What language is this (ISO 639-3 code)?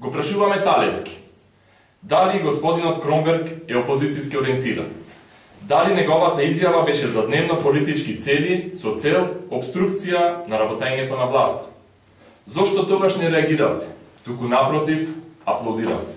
mkd